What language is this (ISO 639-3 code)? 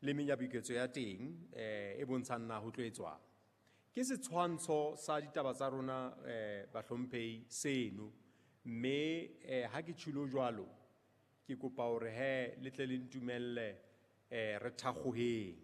sot